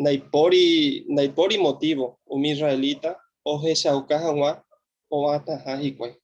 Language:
Guarani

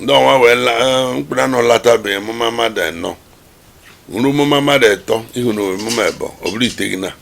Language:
Igbo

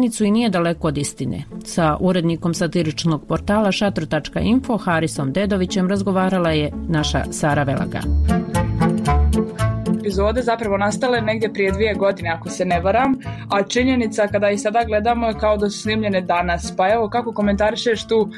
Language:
Bosnian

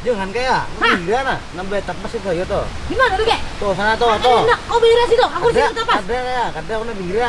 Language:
Banjar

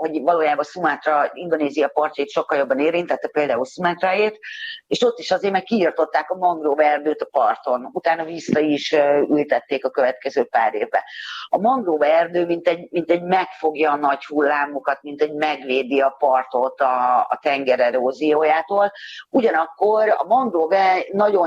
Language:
Hungarian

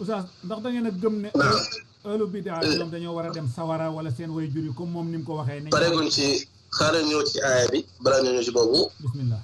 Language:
Wolof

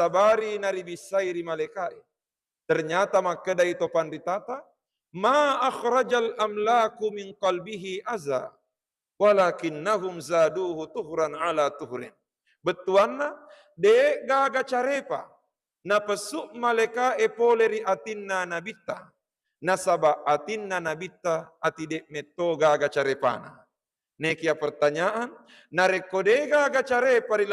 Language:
Buginese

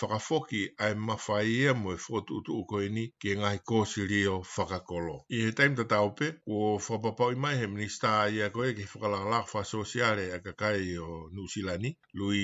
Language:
Tongan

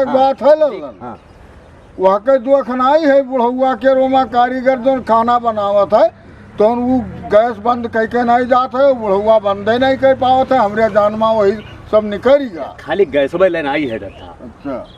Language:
Awadhi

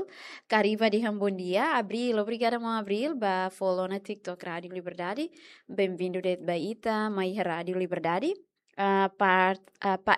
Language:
Tetum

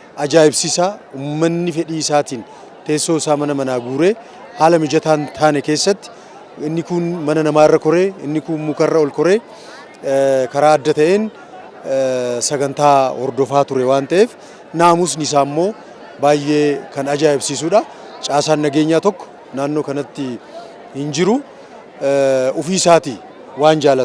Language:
Oromo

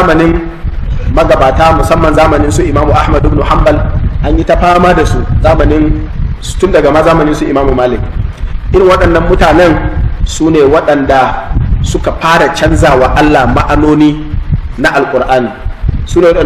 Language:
Hausa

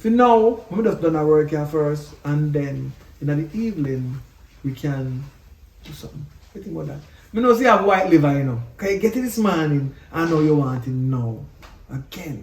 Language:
Jamaican Creole English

